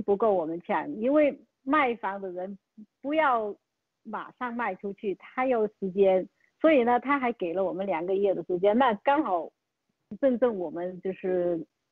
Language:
Chinese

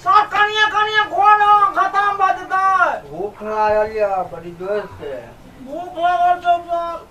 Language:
Maithili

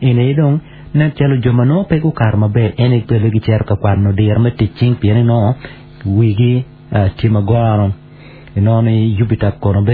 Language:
Acoli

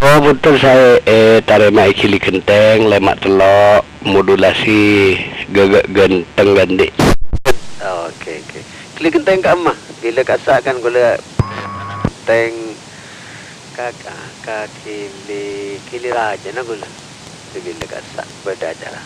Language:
Madurese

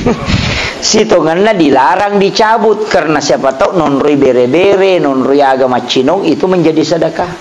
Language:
Buginese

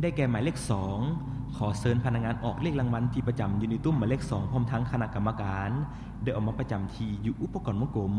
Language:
Lao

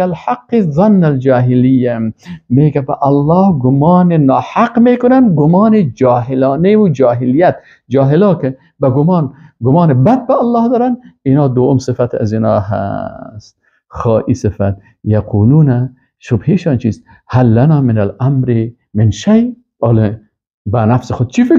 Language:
Persian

